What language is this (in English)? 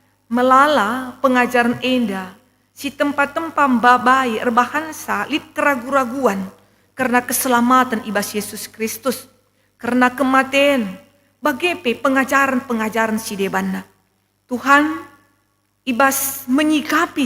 Batak Karo